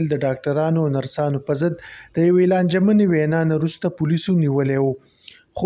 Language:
Pashto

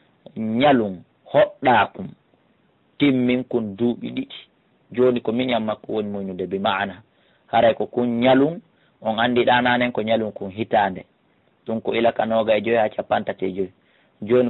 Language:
Fula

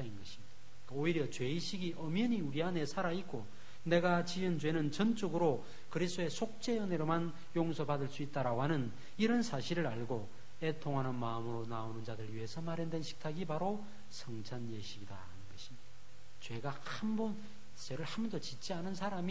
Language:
Korean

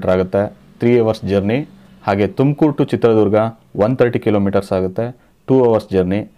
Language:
Kannada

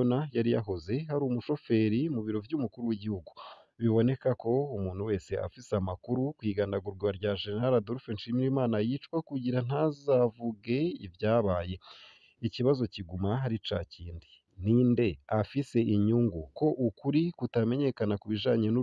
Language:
Rundi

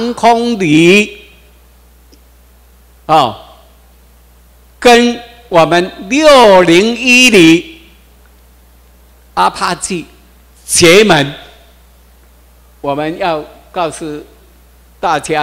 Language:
Chinese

